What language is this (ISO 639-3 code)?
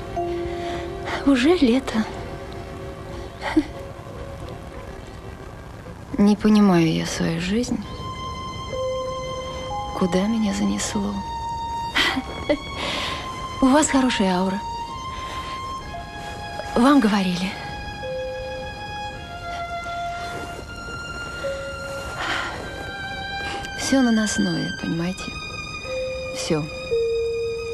rus